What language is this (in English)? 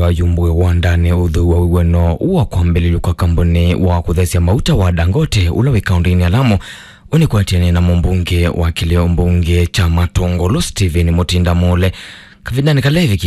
Kamba